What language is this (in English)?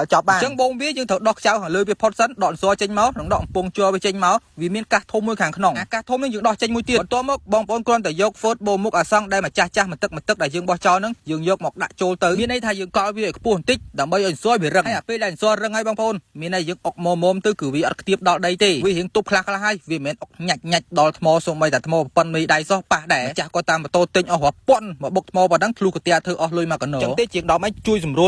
Khmer